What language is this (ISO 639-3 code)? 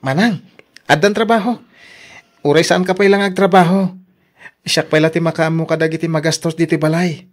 ilo